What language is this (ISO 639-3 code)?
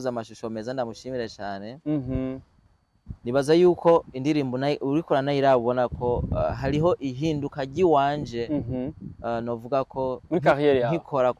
run